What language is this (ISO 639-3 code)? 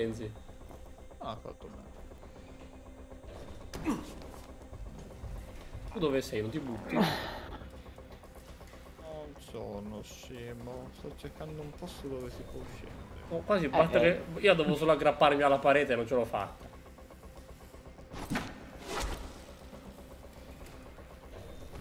ita